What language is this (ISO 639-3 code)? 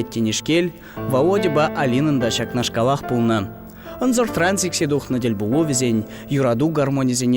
chv